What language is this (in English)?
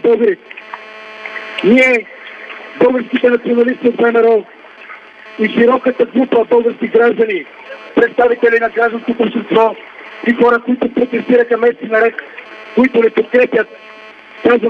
Bulgarian